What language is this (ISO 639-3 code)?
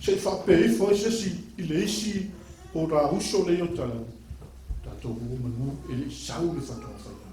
smo